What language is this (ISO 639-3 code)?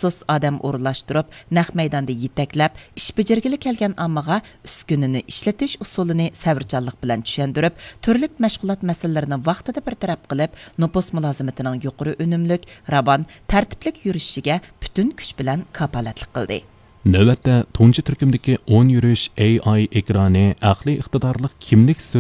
uig